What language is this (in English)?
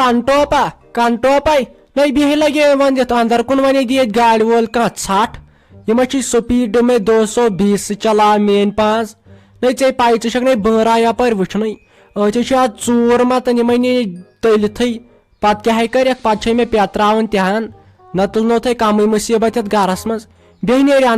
Kashmiri